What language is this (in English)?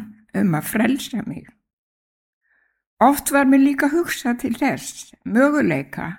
Icelandic